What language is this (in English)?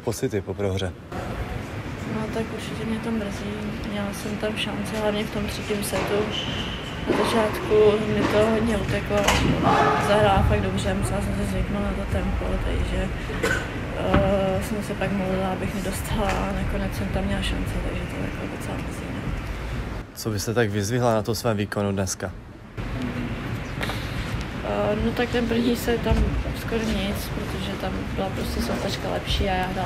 Czech